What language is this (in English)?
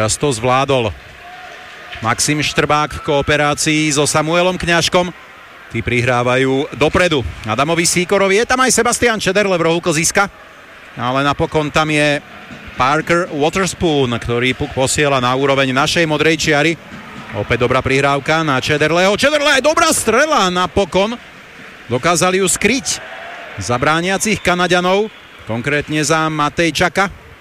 Slovak